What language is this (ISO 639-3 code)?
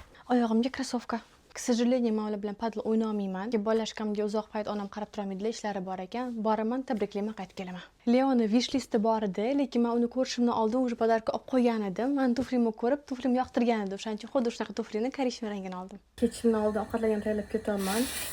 uzb